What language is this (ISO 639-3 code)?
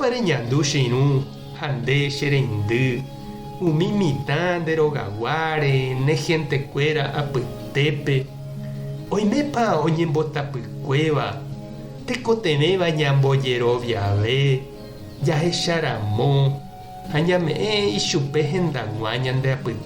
grn